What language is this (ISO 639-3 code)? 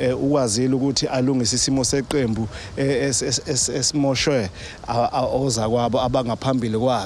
zul